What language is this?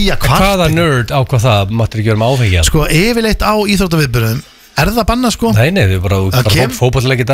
Icelandic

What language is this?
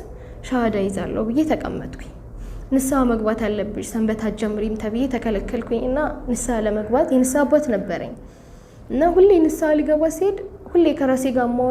Amharic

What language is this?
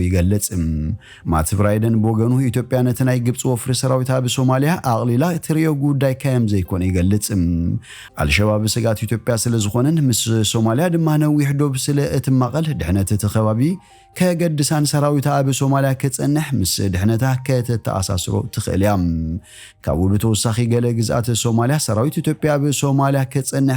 Tigrinya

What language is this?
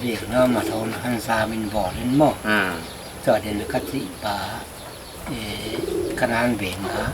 Paite Chin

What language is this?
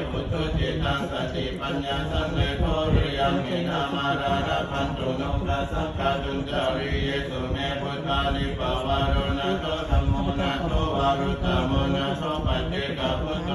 Pali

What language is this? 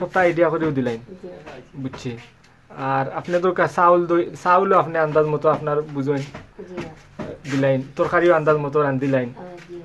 Sylheti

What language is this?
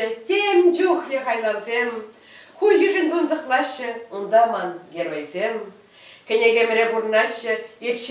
Chuvash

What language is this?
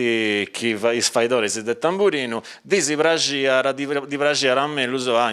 Sardinian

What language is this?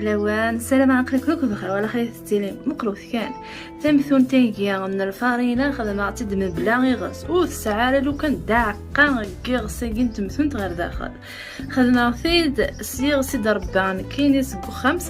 Kabyle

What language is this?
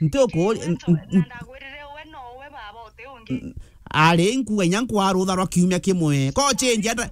Meru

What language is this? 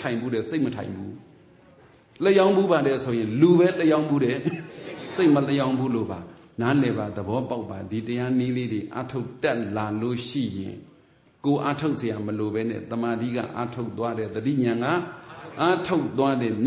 Burmese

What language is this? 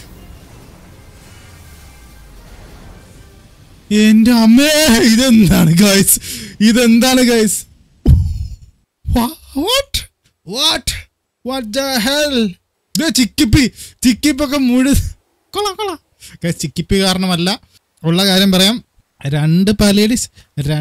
Malayalam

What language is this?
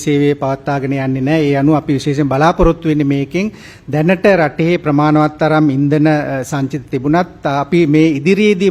Sinhala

